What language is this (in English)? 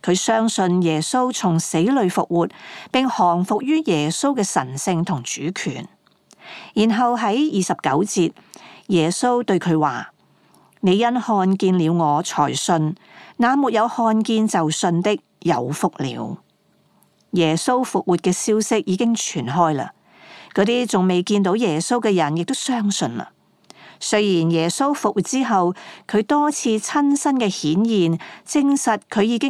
Cantonese